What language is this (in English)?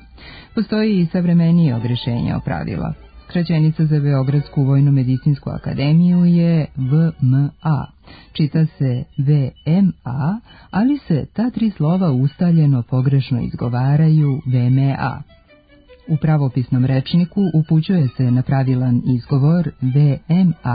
Serbian